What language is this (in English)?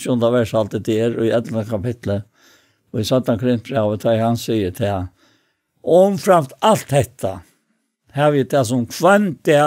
Faroese